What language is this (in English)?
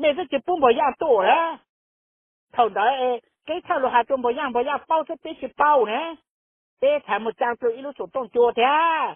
Hmong